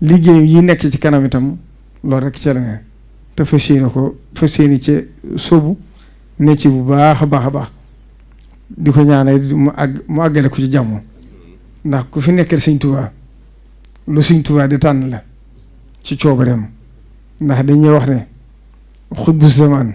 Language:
Wolof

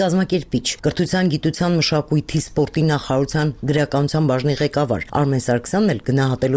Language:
Armenian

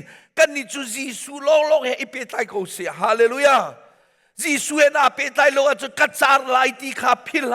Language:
Hakha Chin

